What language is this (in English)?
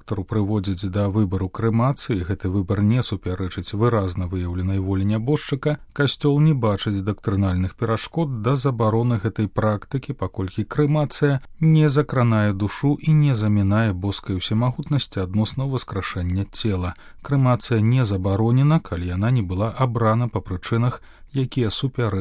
Belarusian